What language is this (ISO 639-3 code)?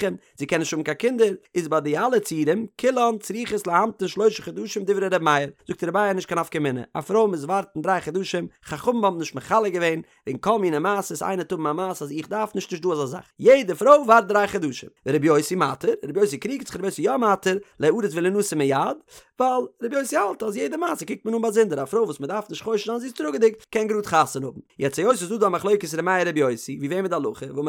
yid